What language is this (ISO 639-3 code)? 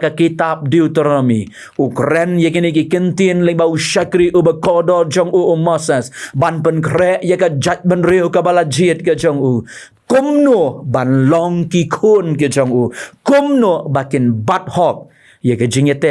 kha